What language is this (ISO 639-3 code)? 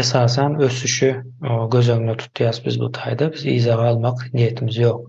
tuk